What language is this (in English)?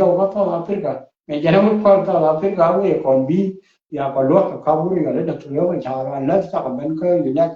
Nuer